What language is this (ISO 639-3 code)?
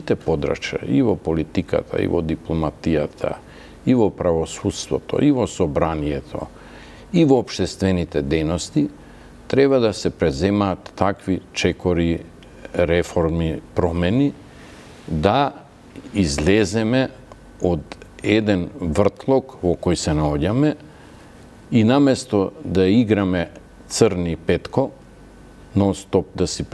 mkd